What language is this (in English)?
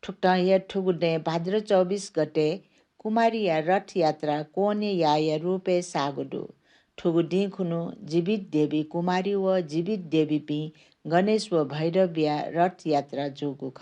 Newari